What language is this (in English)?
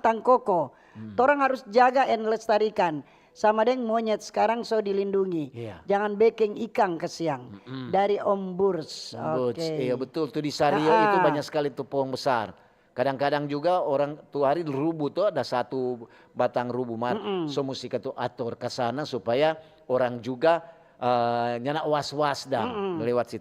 Manado Malay